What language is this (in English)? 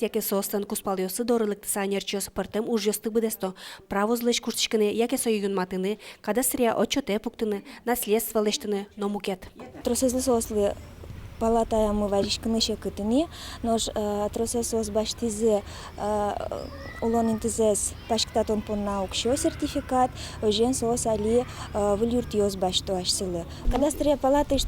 Udmurt